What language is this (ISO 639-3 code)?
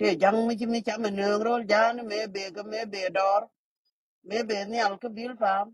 nus